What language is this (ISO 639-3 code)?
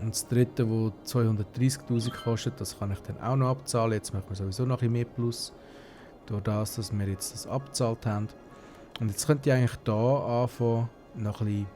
gsw